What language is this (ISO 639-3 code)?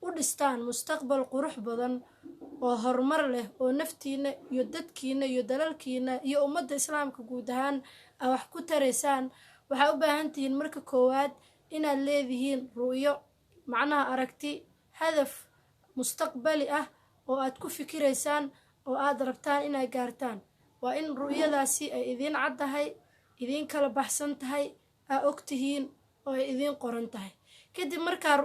som